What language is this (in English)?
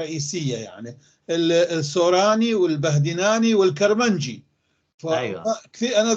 North Levantine Arabic